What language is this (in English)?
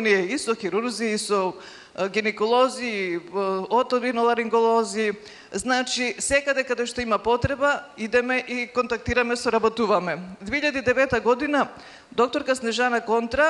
Macedonian